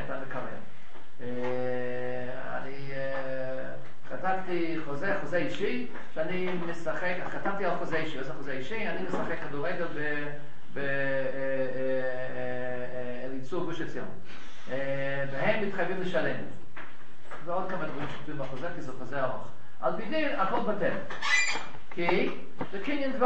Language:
Hebrew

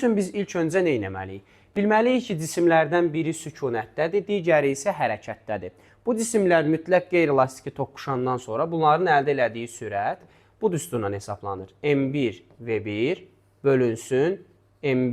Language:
Azerbaijani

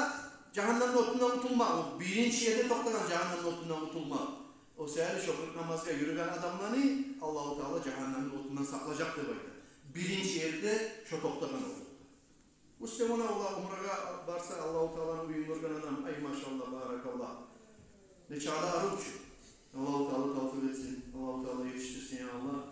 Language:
Kumyk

